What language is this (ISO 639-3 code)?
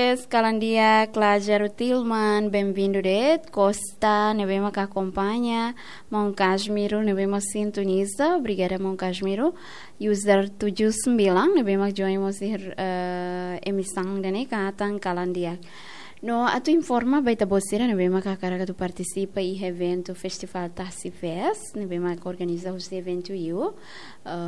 tet